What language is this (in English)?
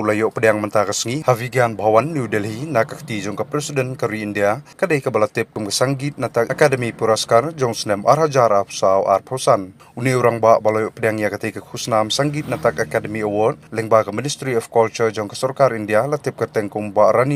Khasi